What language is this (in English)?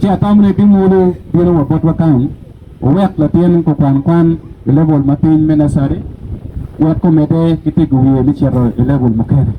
Acoli